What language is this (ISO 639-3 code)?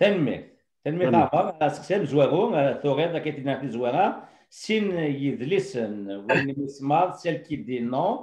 kab